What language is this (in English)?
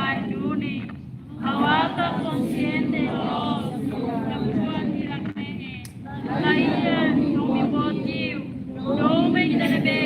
Tetum